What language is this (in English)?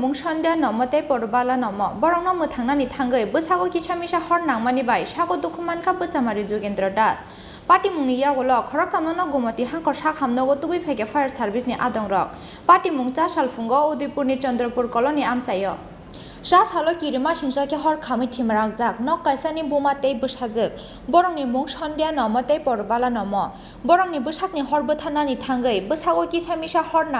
Kok Borok